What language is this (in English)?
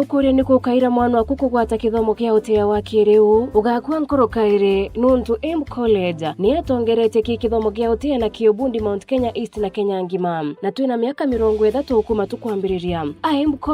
Meru